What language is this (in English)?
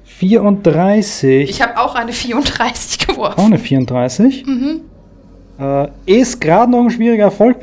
German